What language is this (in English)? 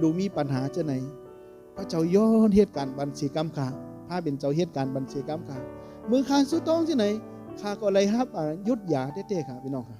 Shan